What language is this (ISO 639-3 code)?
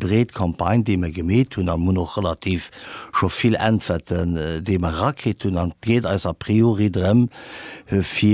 ltz